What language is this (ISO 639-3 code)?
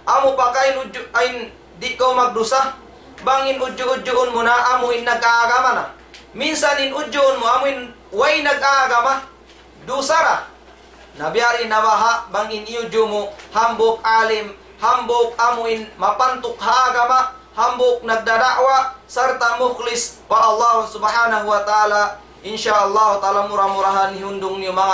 tsg